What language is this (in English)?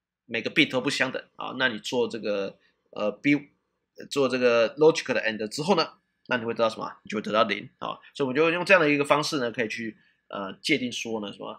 Chinese